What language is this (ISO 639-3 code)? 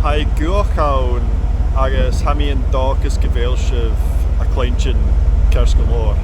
gla